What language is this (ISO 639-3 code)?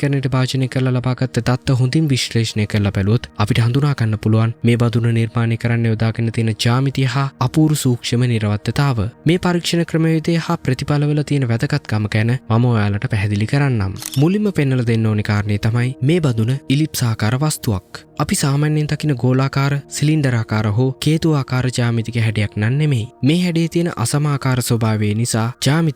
sin